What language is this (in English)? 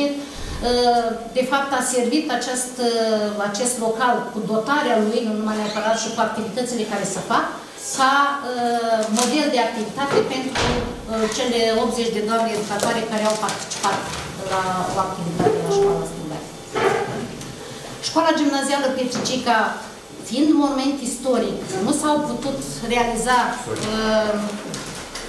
Romanian